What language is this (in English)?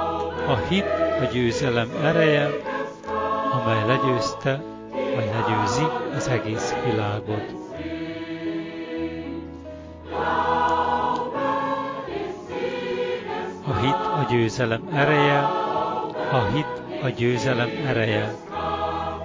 Hungarian